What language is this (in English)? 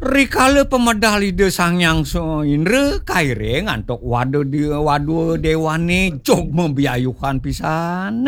Balinese